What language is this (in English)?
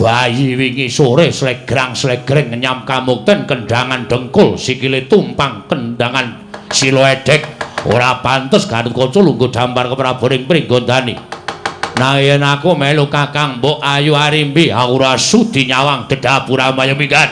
Javanese